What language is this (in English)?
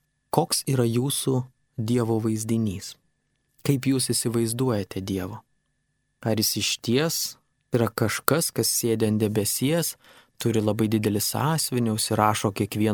Lithuanian